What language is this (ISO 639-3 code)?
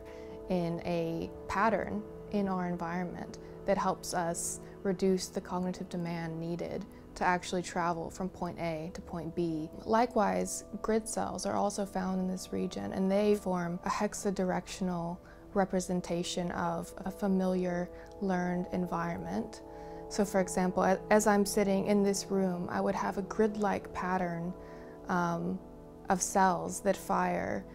eng